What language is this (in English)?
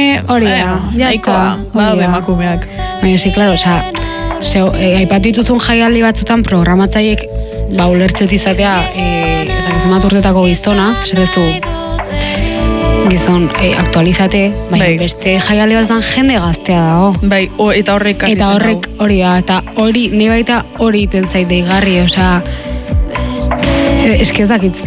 Basque